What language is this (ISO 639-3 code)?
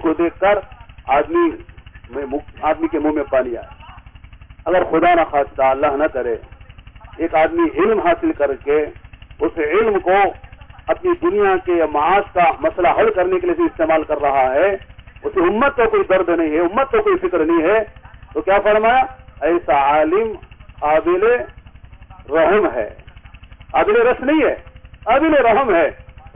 urd